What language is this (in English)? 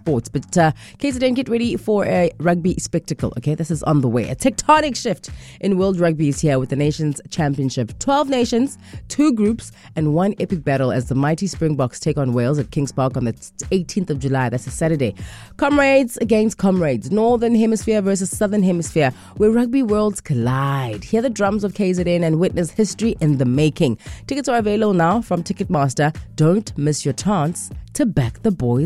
English